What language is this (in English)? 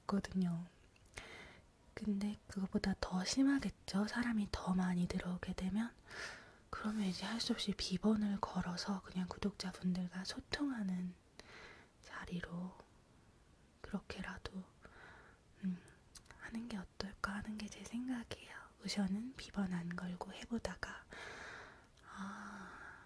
Korean